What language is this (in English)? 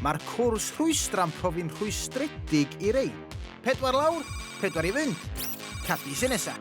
Welsh